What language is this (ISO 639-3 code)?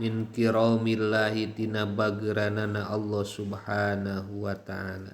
sun